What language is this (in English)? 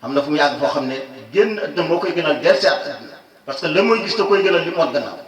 Wolof